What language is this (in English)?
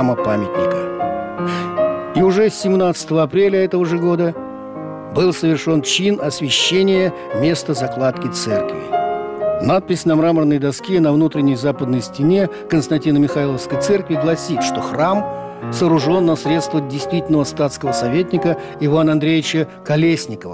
Russian